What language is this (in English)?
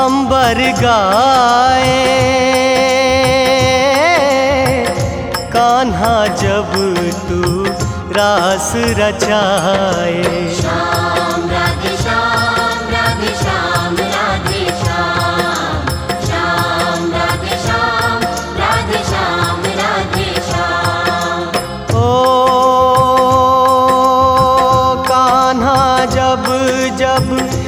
Hindi